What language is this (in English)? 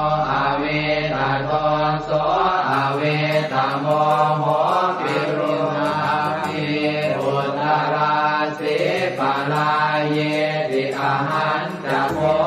Pali